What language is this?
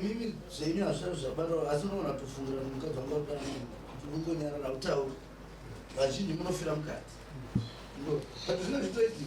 Shona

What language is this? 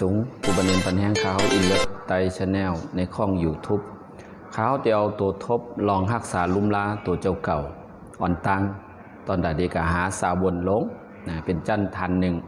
Shan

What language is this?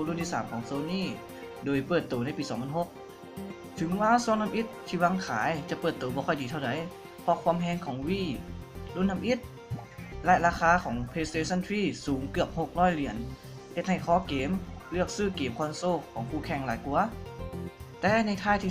Lao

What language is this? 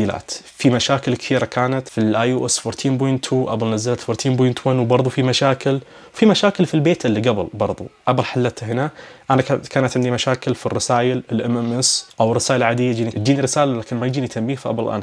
Najdi Arabic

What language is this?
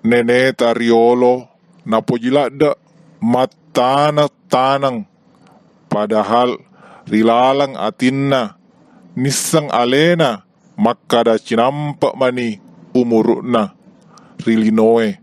Buginese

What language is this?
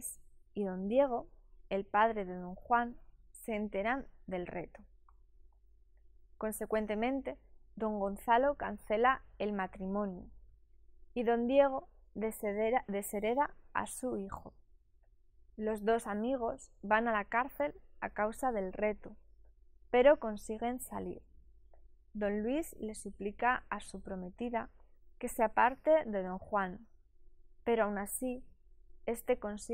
Spanish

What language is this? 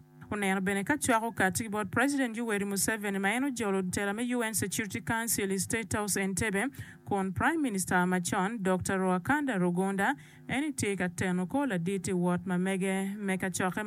Acoli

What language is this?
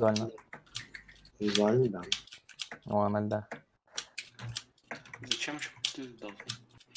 Russian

